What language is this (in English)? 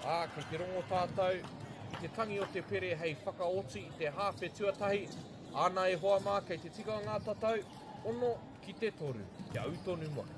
Māori